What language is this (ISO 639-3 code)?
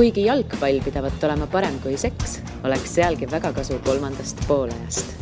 est